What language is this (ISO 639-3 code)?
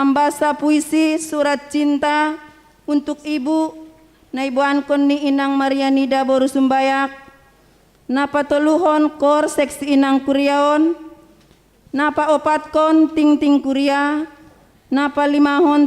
bts